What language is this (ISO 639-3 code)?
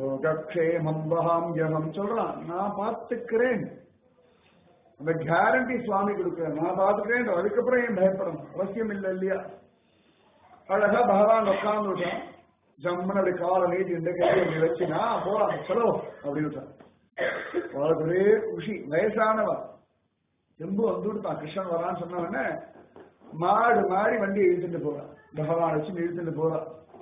tam